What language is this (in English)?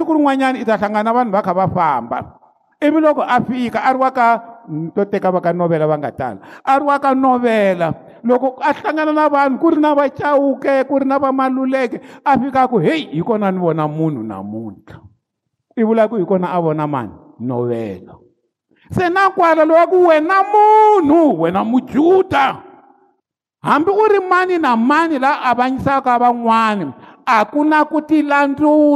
Tsonga